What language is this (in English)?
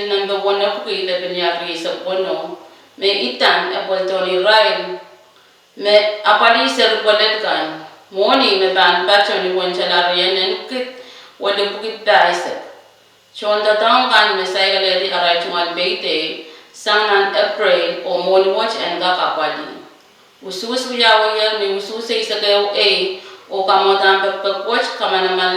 Pohnpeian